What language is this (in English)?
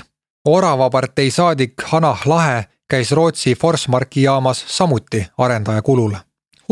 Estonian